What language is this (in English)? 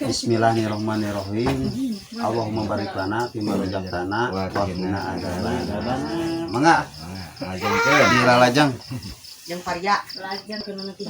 Sundanese